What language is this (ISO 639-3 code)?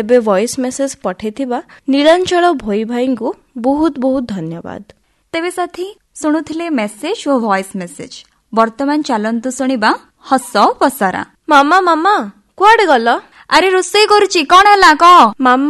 ori